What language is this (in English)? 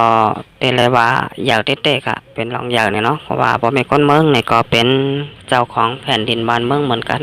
Shan